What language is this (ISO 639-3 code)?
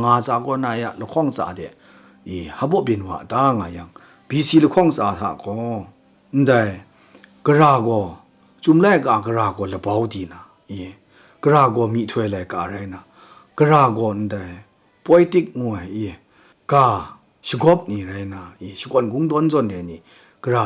kac